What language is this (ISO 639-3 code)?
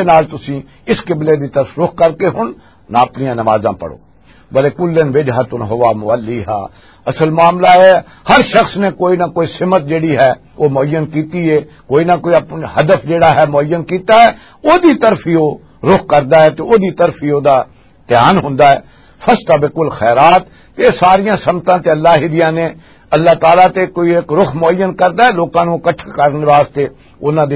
lah